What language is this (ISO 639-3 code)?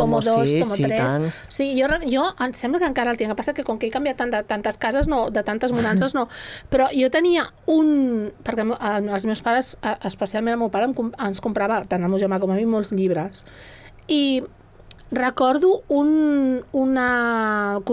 cat